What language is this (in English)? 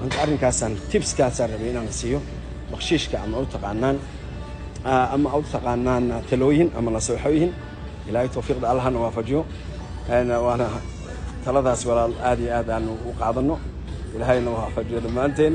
Somali